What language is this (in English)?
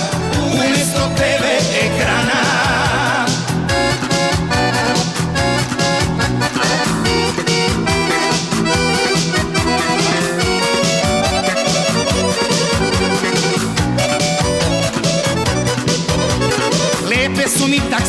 Serbian